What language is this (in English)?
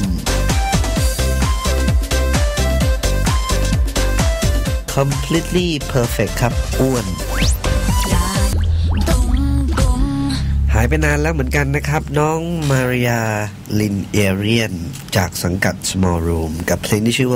Thai